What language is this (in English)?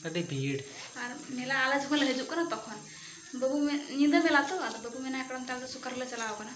Santali